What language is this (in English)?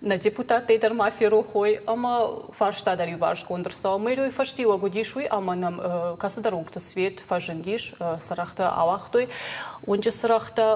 Ossetic